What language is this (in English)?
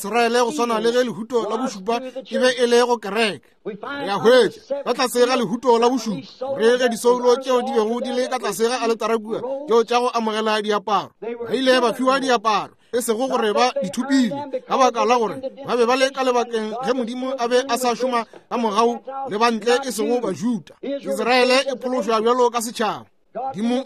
Northern Sotho